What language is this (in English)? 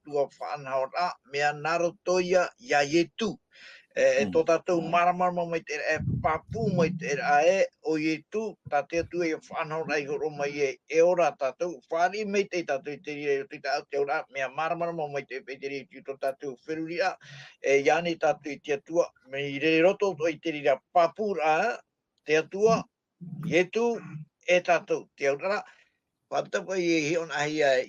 Tahitian